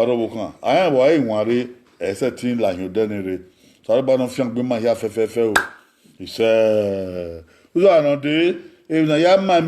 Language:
Bini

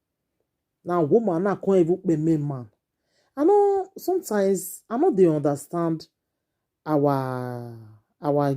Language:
Nigerian Pidgin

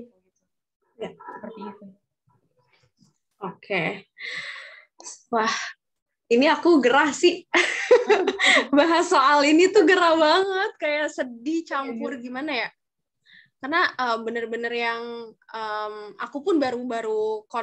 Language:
Indonesian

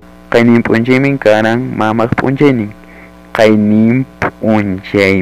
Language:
Ayacucho Quechua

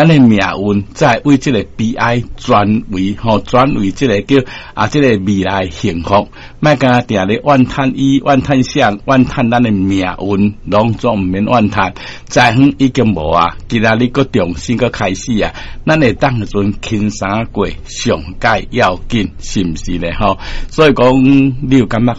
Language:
Min Nan Chinese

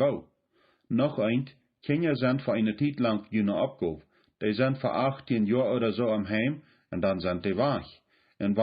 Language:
Plautdietsch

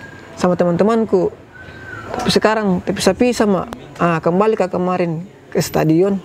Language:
Makassar Malay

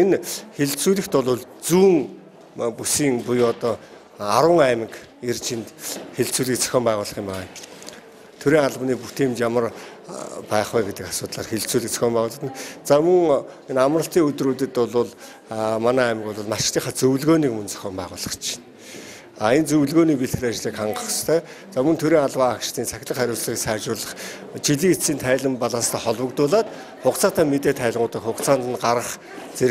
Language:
Mongolian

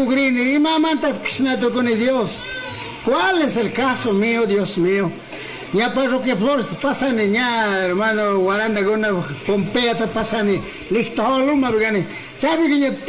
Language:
Chimborazo Highland Quichua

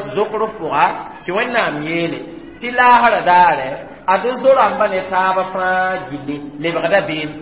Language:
Mossi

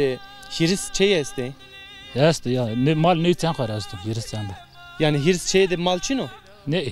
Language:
Zaza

